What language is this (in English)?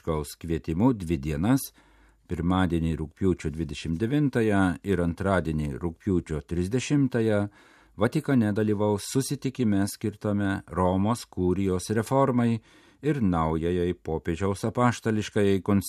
Lithuanian